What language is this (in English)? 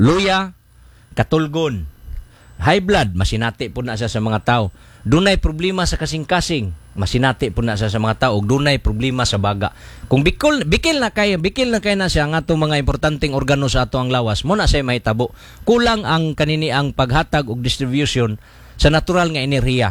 Cebuano